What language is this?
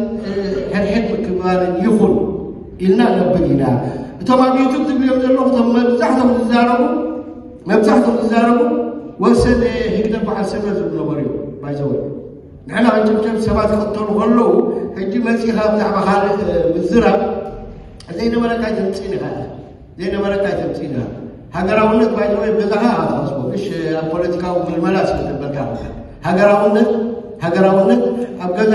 Tigrinya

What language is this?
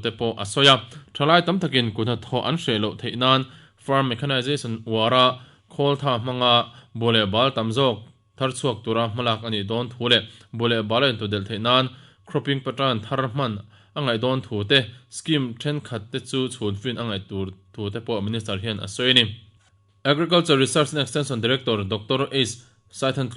Mizo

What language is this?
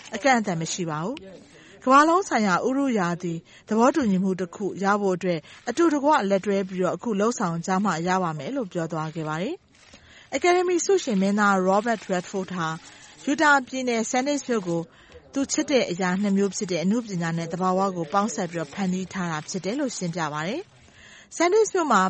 Burmese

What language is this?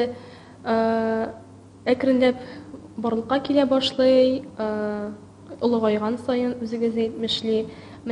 Tatar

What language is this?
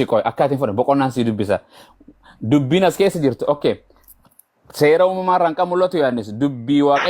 Oromo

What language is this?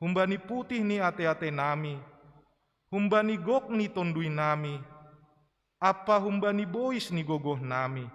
Batak Simalungun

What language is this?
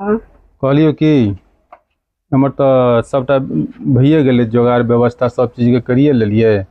Maithili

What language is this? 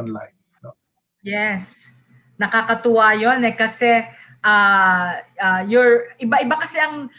Filipino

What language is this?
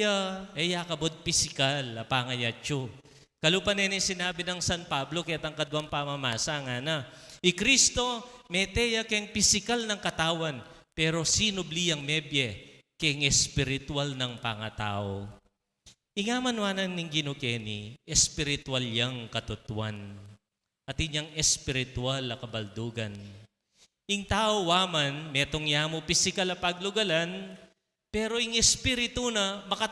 Pampanga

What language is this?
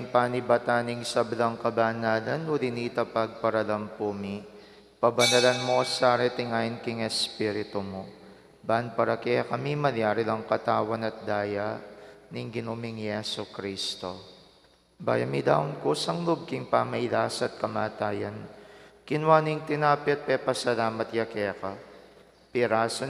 Pampanga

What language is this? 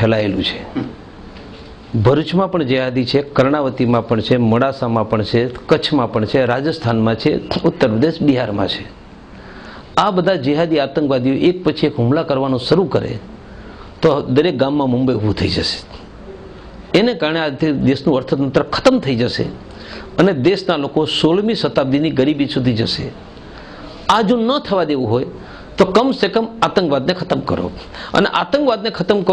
Gujarati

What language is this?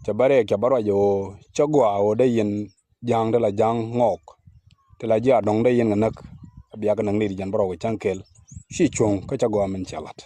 Nuer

